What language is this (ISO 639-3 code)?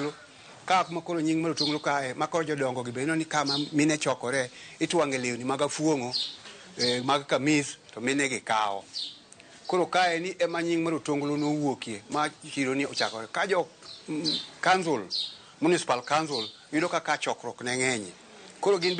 luo